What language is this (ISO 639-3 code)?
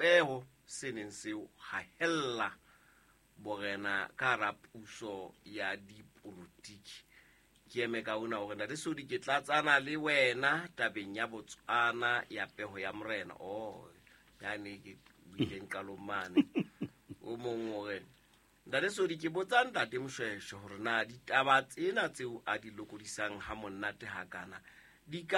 sot